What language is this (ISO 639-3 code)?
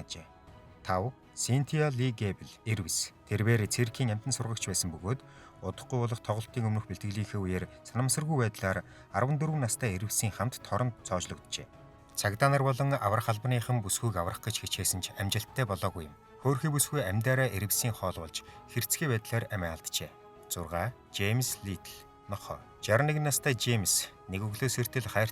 mon